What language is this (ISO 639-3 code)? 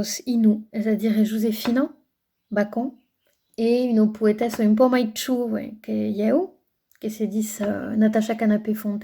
oci